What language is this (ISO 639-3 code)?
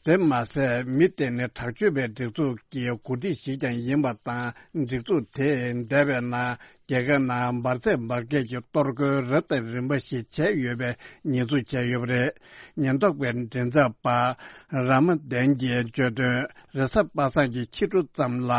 bod